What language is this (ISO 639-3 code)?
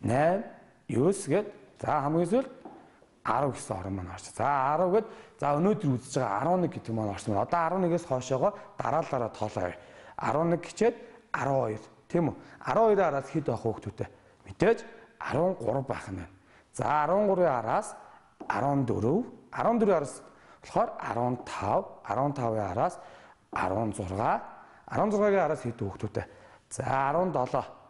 mon